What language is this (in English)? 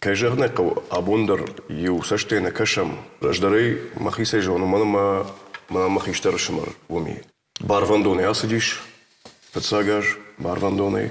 Ossetic